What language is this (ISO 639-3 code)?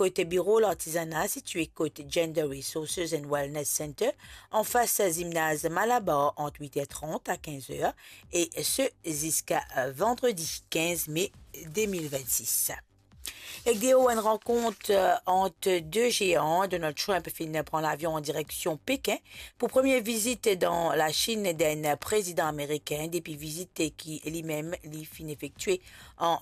mfe